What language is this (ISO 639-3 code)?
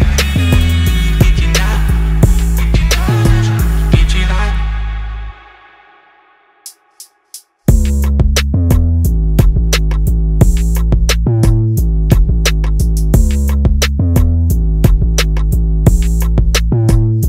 hun